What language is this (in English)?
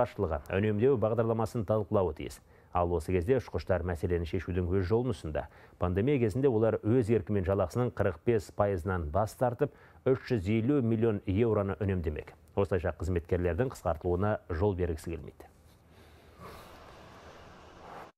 Kazakh